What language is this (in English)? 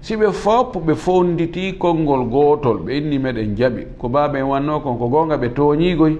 Fula